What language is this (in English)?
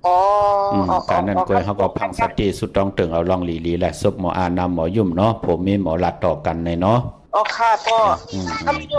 Shan